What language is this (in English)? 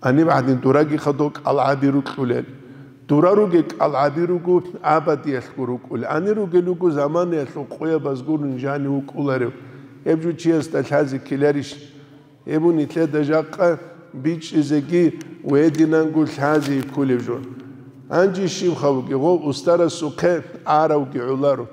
Avaric